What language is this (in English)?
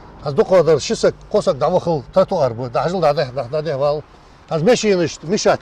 Ingush